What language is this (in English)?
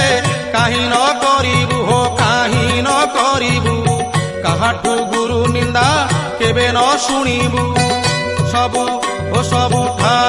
Odia